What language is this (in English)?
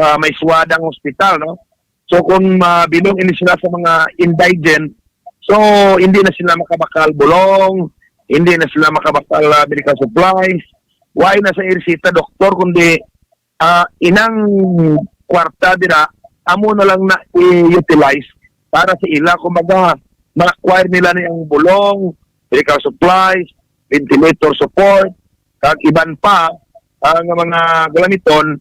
Hiligaynon